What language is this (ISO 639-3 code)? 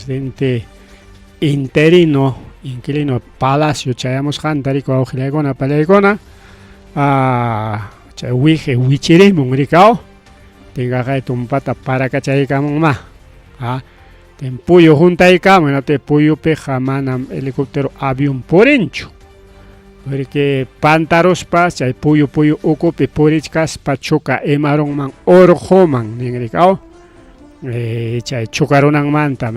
quy